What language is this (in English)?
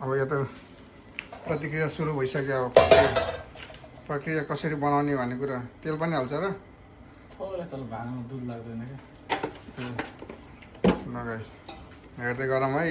Nepali